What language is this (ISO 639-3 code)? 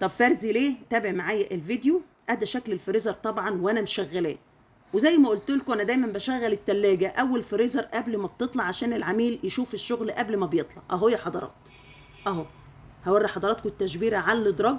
arz